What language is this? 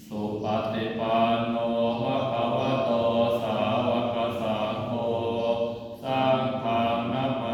Pali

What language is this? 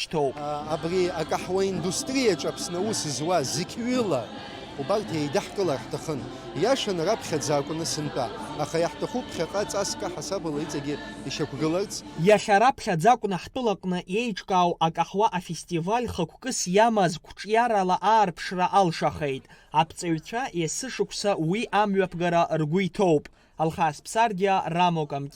Abkhazian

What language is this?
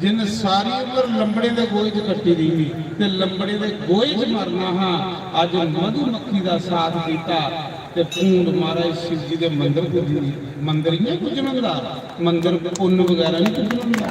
Dogri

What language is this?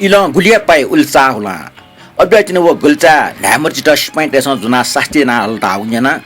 Newari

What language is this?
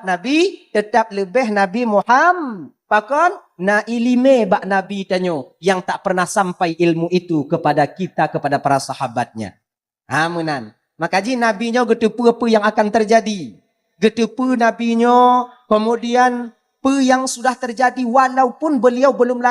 Achinese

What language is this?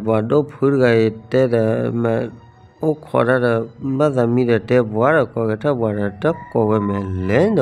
S'gaw Karen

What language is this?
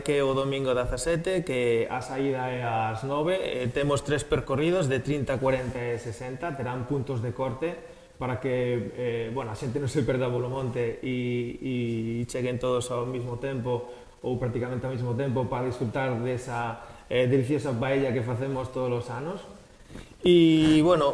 Galician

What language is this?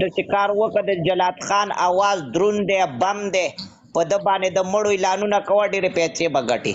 Pashto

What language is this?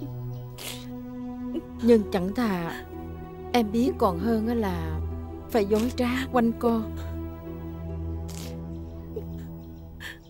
Vietnamese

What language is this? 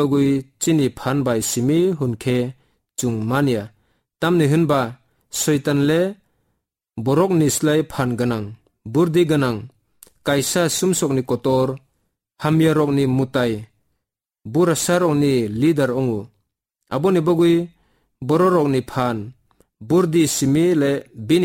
Kok Borok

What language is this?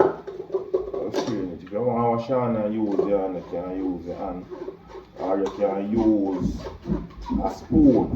Jamaican Creole English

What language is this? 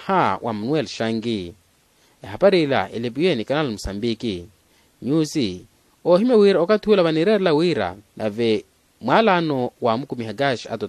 Makhuwa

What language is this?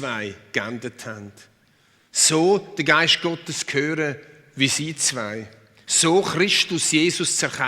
Swiss German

